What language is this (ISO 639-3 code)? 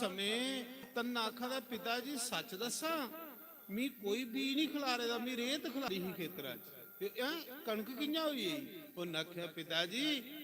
doi